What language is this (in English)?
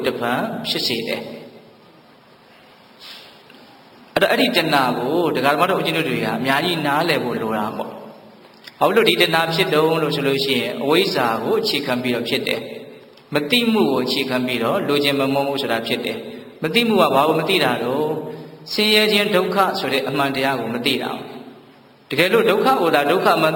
Burmese